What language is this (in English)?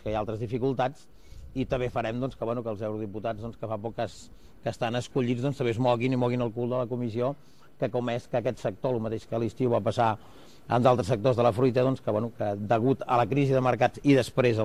Catalan